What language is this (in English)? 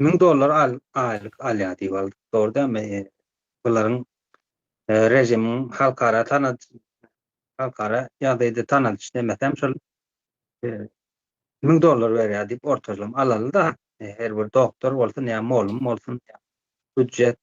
Turkmen